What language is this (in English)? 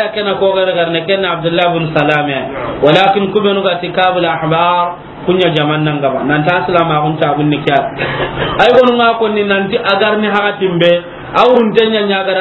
Soninke